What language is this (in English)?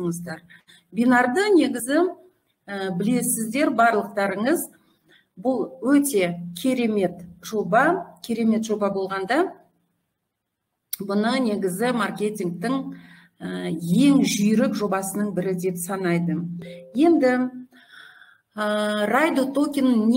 Kazakh